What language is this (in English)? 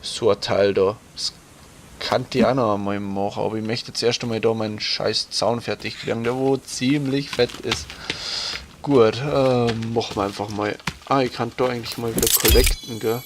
Bavarian